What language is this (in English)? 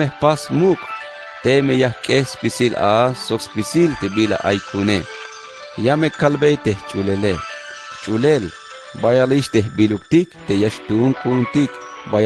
Tzeltal